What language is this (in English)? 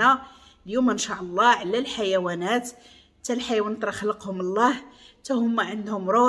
Moroccan Arabic